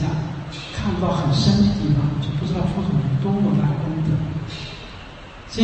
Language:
Chinese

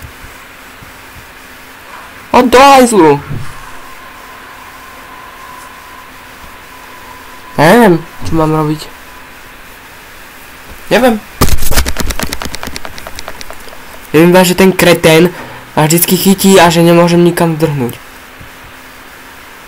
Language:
Slovak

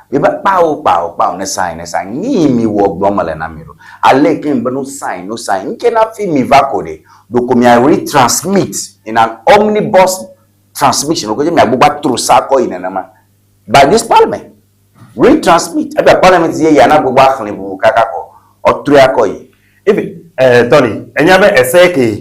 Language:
Ewe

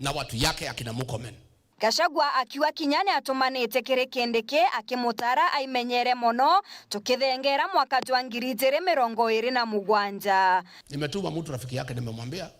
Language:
Meru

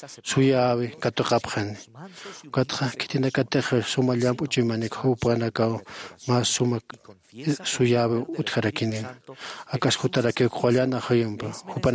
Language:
Aymara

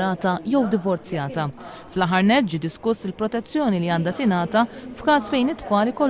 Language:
Maltese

